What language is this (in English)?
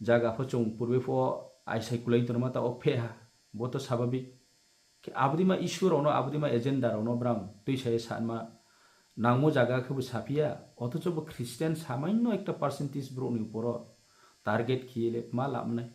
Riang (India)